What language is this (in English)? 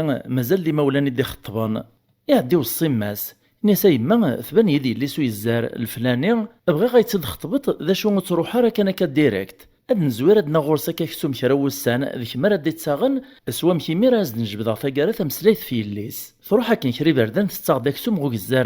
Kabyle